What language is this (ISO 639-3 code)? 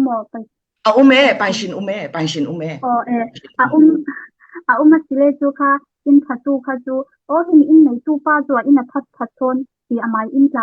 cfm